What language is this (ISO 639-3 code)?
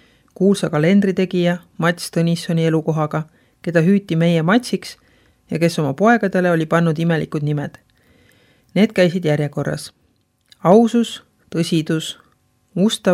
est